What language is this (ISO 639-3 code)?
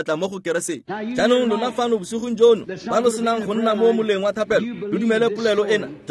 tsn